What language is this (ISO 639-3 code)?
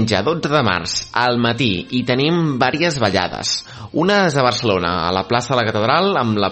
cat